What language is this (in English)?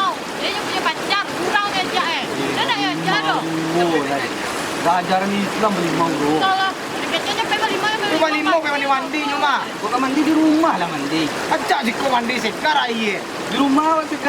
Minangkabau